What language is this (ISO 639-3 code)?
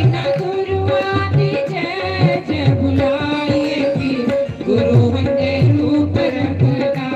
doi